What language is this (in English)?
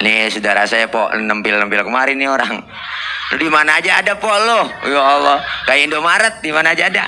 Betawi